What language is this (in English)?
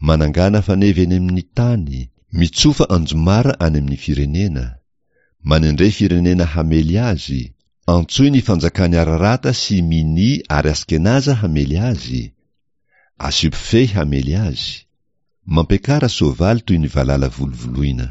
Malagasy